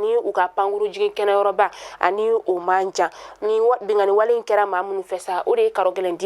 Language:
Bambara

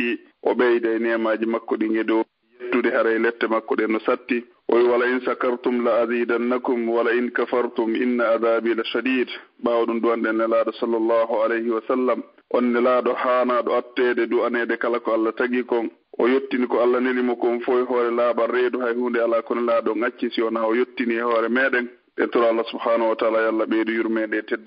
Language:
Fula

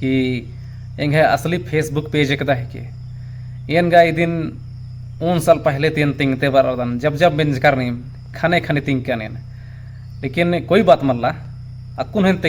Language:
Kurukh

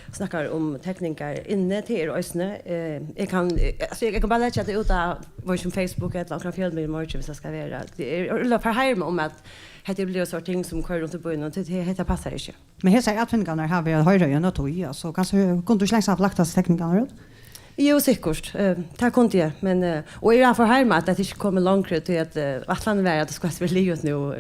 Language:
Faroese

